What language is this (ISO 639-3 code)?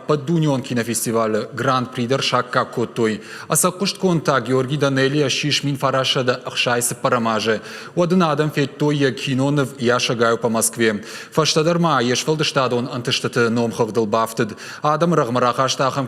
oss